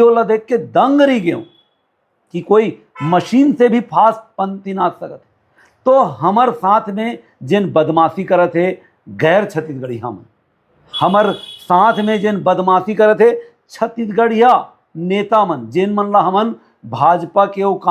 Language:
Chhattisgarhi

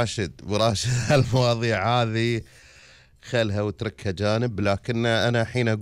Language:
Gulf Arabic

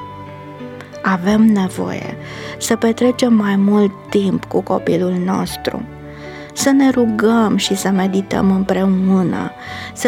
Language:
Romanian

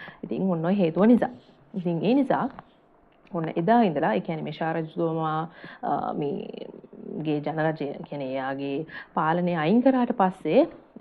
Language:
Sinhala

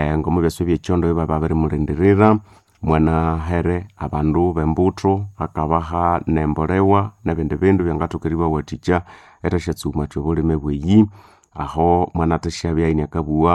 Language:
Nande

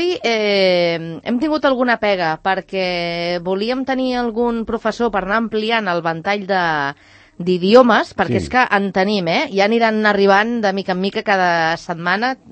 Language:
Catalan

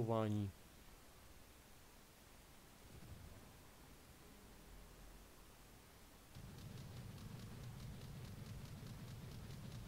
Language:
Czech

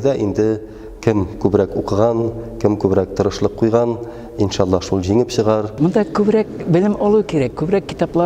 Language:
Tatar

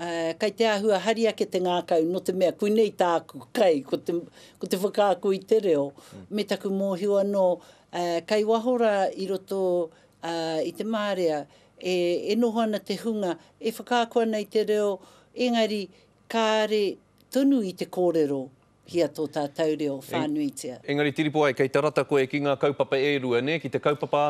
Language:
Māori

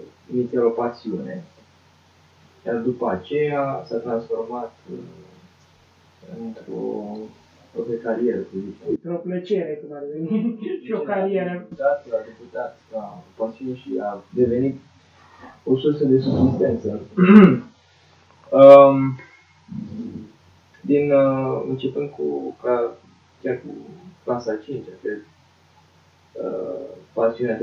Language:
Romanian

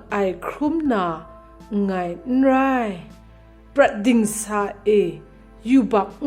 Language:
Kachin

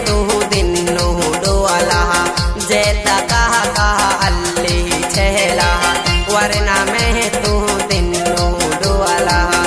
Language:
Haryanvi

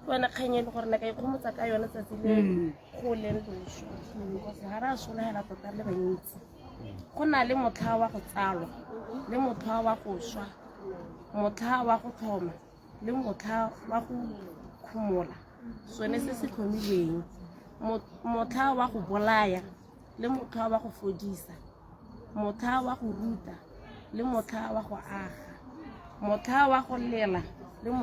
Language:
Tswana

